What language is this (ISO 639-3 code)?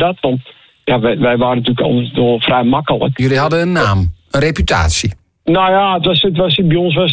nld